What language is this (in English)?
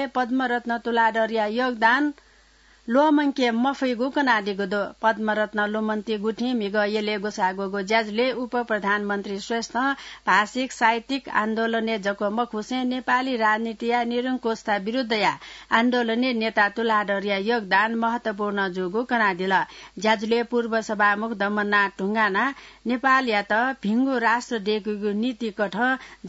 Newari